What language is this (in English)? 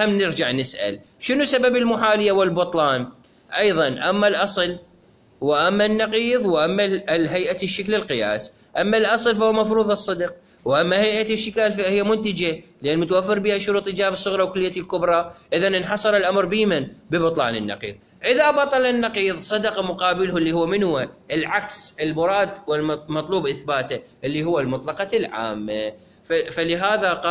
Mesopotamian Arabic